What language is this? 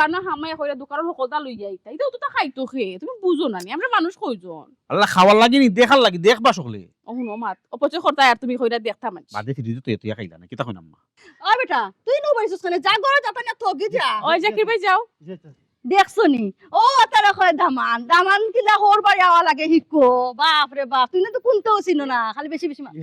Sylheti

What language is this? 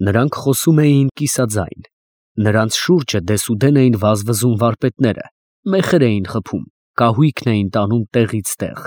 Armenian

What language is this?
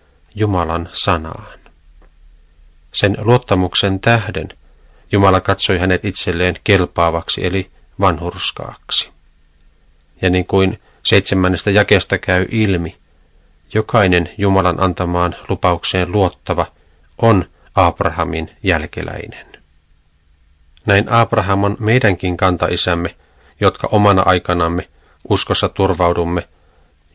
Finnish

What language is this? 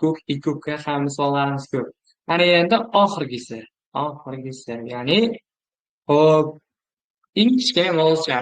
Uzbek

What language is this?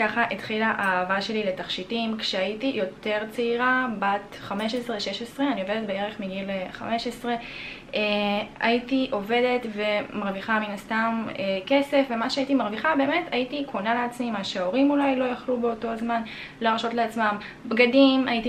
Hebrew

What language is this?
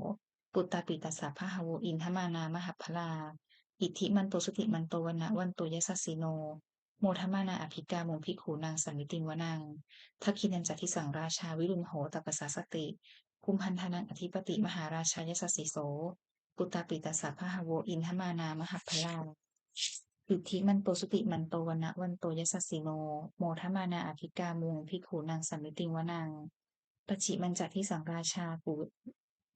Pali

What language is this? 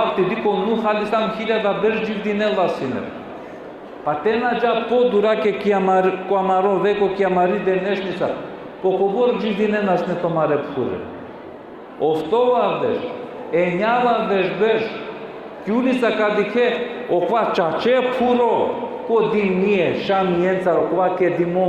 Balkan Romani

